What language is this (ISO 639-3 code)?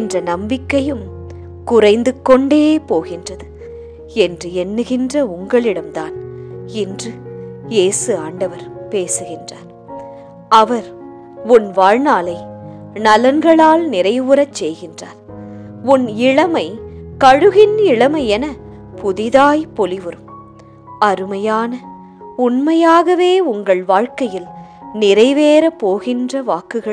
tam